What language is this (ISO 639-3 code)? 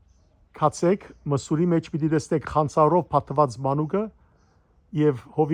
hyw